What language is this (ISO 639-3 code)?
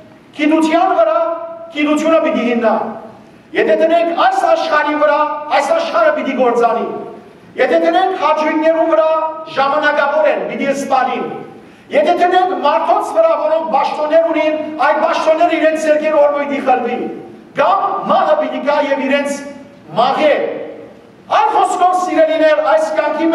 hyw